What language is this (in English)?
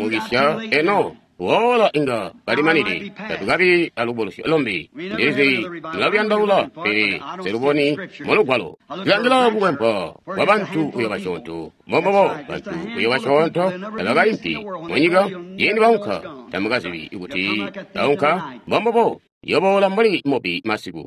Tonga (Zambia)